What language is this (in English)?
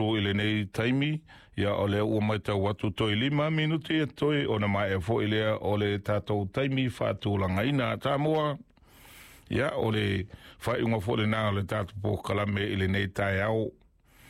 Samoan